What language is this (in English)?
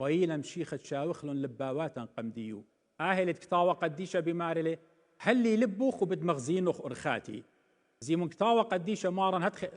Assyrian Neo-Aramaic